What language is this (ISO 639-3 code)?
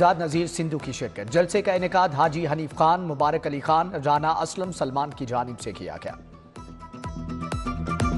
urd